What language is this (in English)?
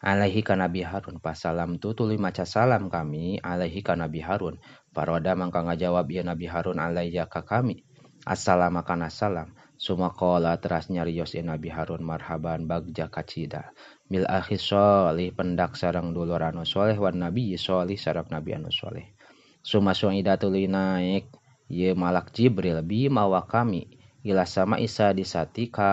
Sundanese